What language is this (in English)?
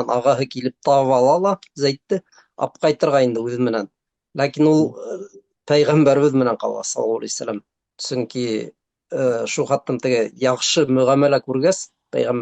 Bashkir